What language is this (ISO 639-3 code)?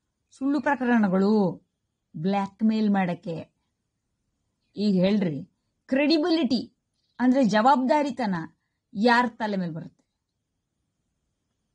kan